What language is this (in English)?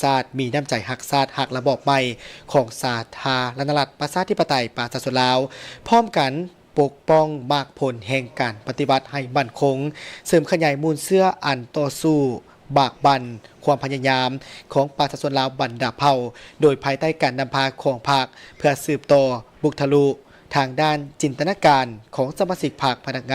Lao